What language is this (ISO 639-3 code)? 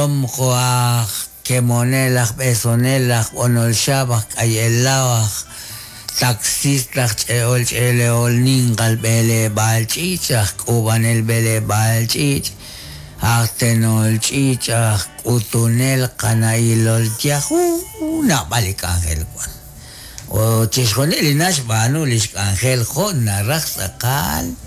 kek